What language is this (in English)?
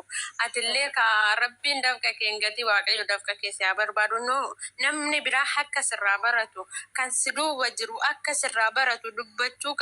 Oromo